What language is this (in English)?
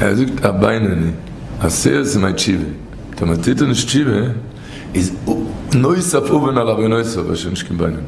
Yiddish